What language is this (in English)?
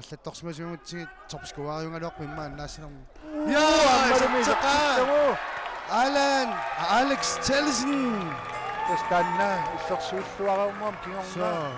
Kalaallisut